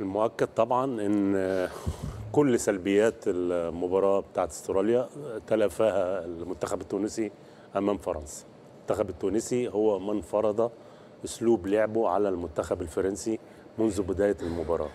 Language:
Tunisian Arabic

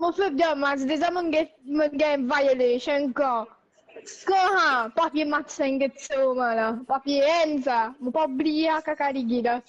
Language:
Morisyen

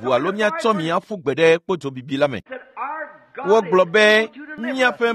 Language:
Ewe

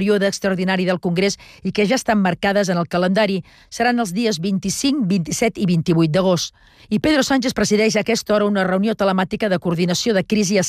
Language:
Catalan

